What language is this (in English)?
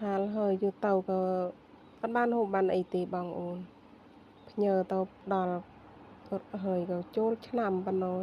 Khmer